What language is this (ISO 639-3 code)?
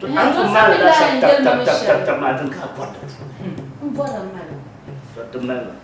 dag